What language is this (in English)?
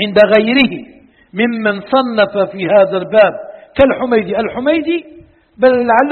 Arabic